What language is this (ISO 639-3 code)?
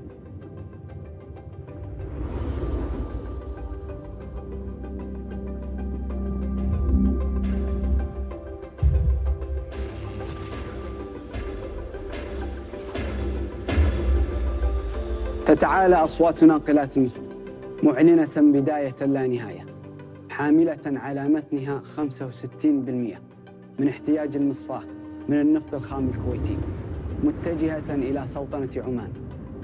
ara